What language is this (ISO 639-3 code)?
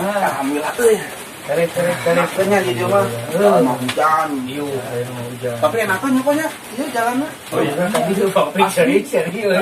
sun